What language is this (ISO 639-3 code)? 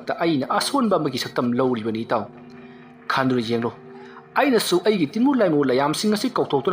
mni